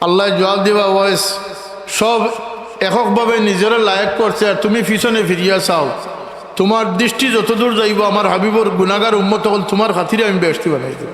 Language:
Sylheti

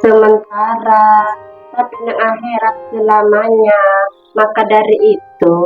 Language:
Madurese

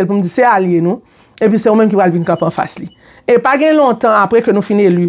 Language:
Haitian Creole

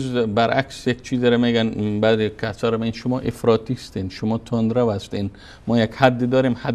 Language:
Persian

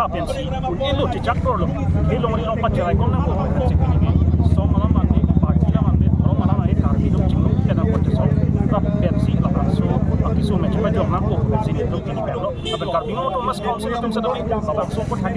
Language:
Karbi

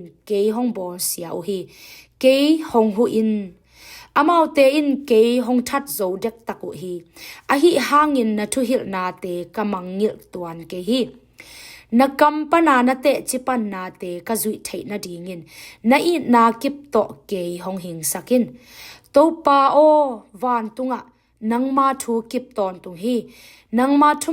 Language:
Tedim Chin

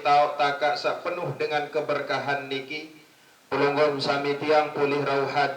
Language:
Sasak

